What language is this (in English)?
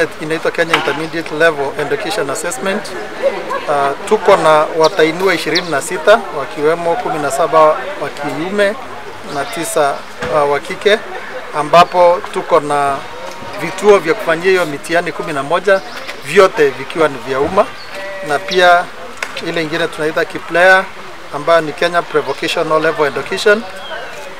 Swahili